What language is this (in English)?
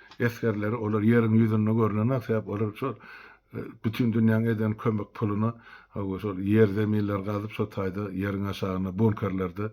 Turkmen